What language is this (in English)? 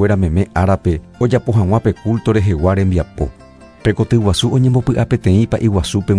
Guarani